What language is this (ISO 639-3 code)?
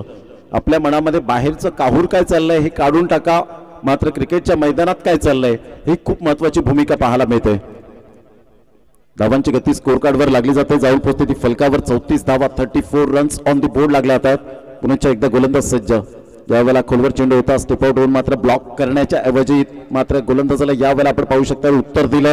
mar